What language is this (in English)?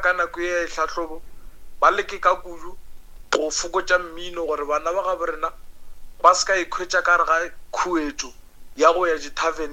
Northern Sotho